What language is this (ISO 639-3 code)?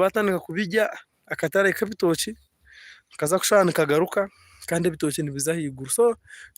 nyn